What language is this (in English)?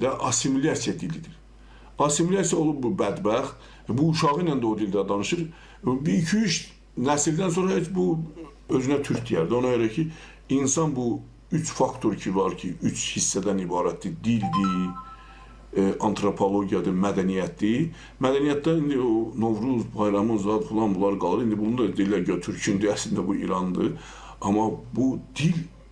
Azerbaijani